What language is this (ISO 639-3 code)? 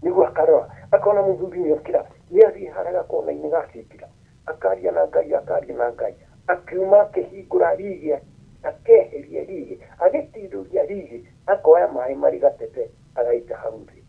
kik